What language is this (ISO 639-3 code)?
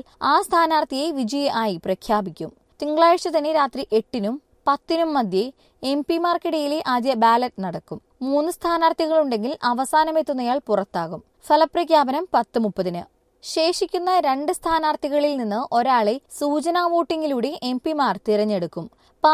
mal